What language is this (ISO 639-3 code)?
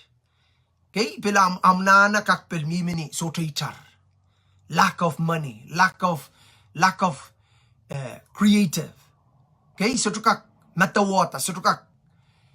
pon